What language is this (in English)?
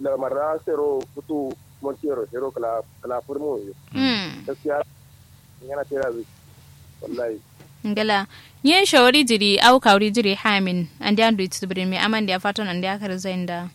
Kanuri